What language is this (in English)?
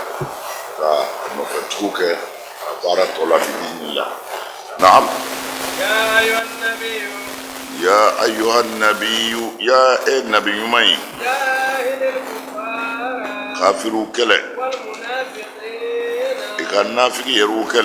Bambara